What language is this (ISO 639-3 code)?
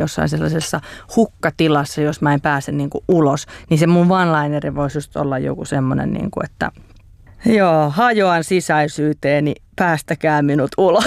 fin